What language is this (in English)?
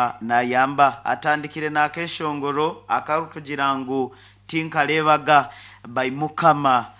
Nyankole